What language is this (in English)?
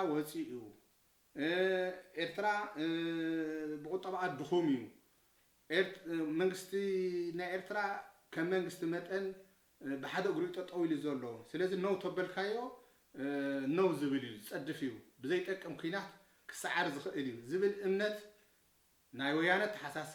Tigrinya